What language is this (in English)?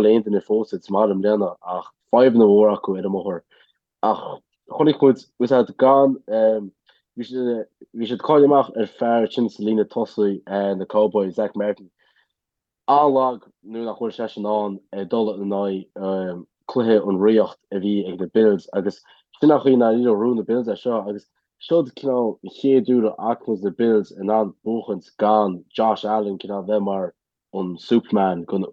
Irish